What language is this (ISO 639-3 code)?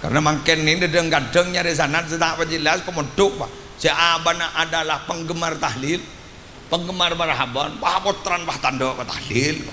mad